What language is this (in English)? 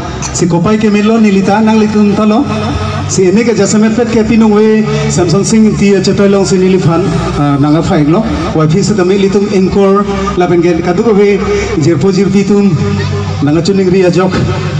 Karbi